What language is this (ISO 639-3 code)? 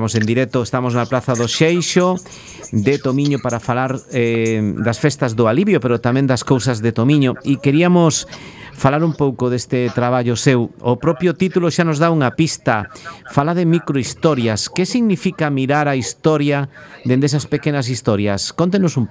glg